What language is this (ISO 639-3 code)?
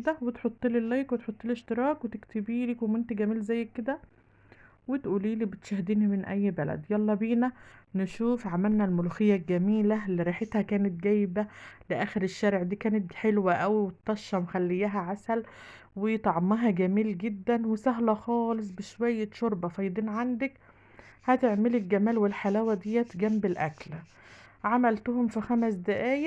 arz